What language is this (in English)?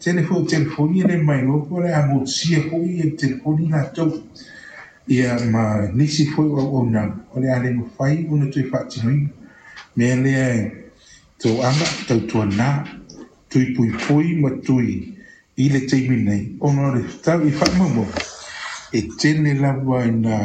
Samoan